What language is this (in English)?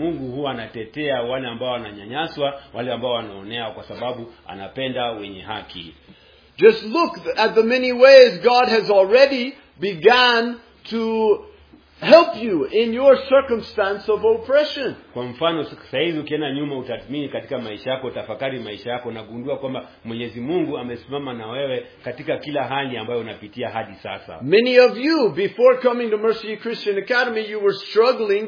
Swahili